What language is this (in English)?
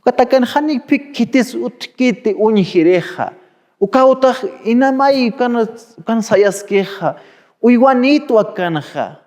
Aymara